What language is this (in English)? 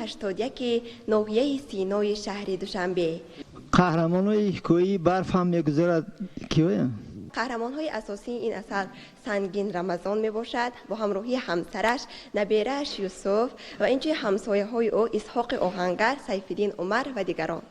Tajik